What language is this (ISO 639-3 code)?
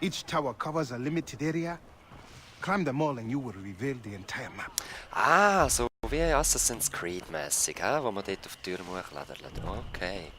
gsw